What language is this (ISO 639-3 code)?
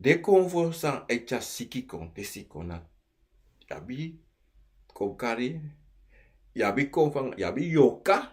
srn